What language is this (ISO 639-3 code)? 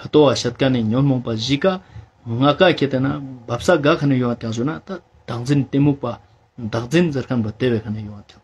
lbj